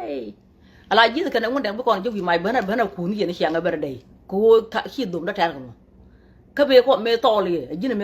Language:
Nuer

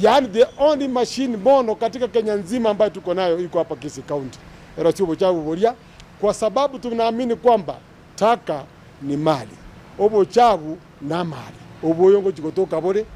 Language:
Gusii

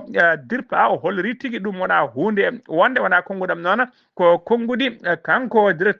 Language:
Fula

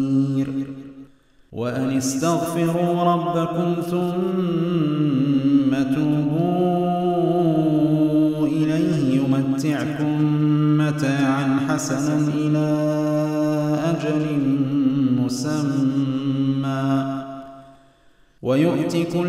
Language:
Arabic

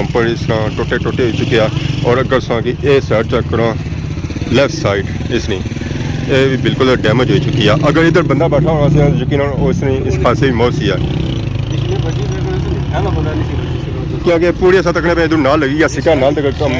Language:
Pahari-Potwari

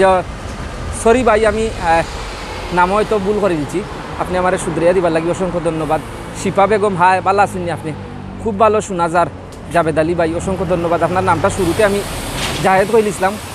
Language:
Sylheti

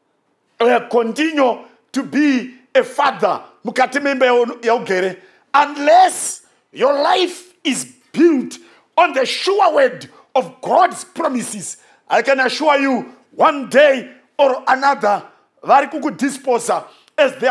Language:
Shona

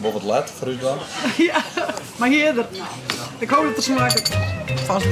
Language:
Western Frisian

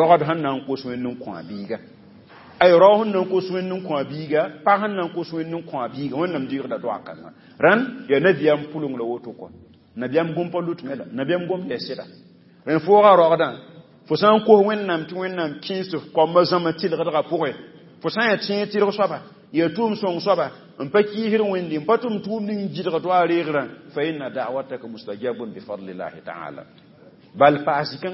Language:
Mossi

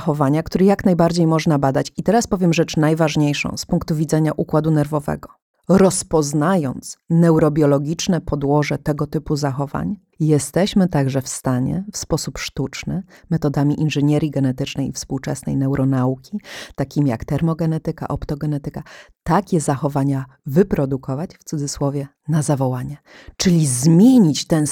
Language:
Polish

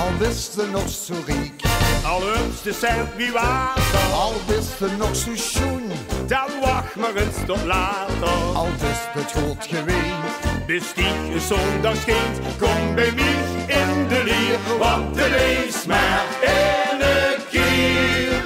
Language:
Limburgish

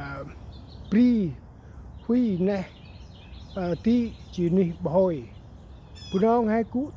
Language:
Central Mnong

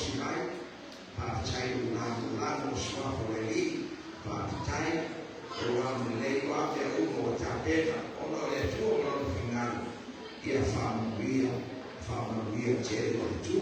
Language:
Samoan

